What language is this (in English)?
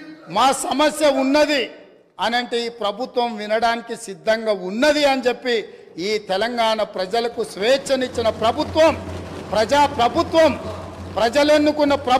Telugu